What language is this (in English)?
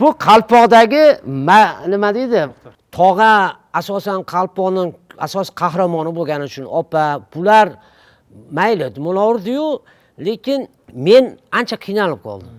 Uzbek